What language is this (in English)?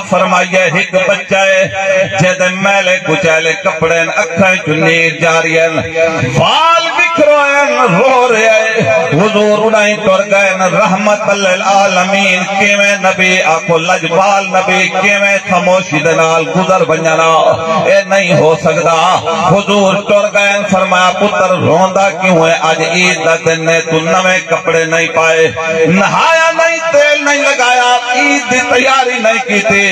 Saraiki